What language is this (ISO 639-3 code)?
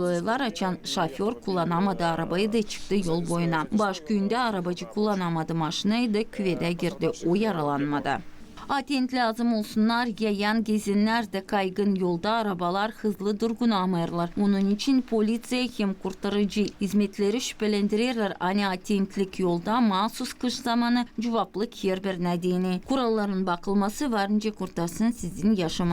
gag